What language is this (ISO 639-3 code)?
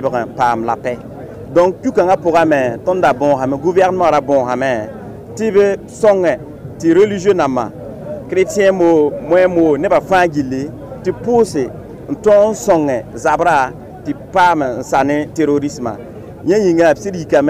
mos